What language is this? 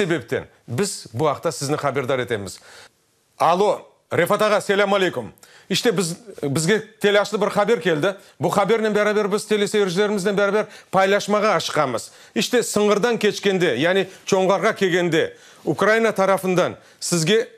Crimean Tatar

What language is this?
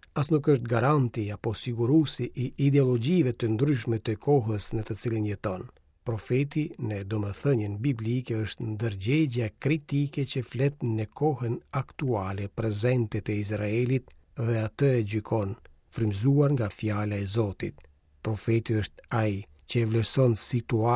Albanian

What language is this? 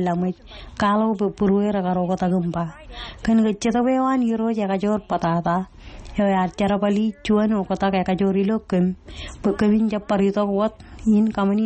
Marshallese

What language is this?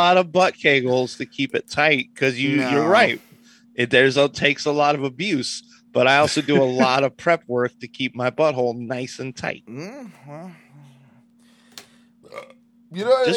English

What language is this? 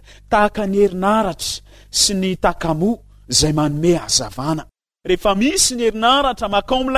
Malagasy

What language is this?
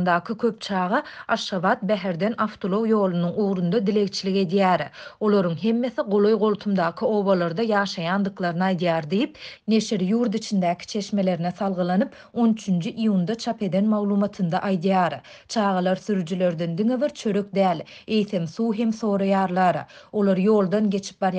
Turkmen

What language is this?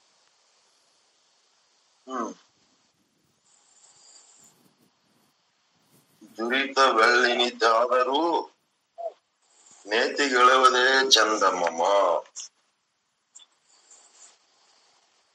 Kannada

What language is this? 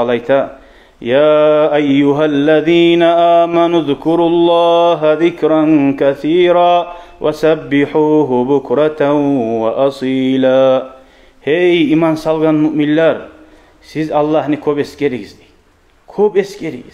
Kumyk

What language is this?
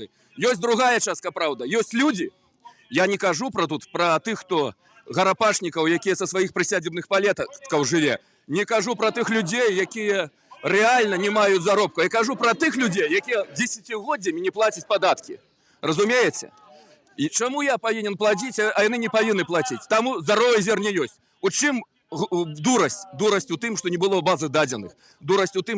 Belarusian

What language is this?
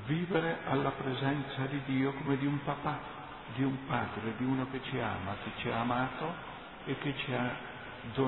Italian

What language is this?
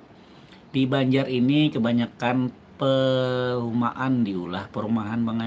Banjar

